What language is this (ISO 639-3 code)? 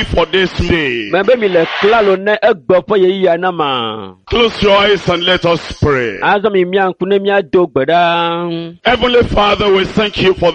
ewe